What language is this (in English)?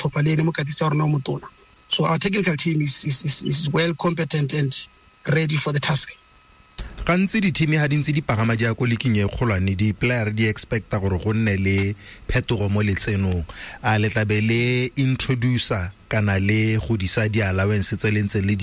Tswana